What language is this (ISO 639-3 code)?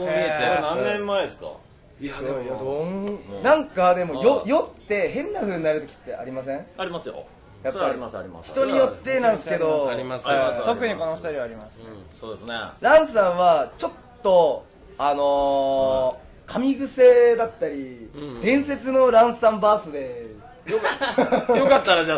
jpn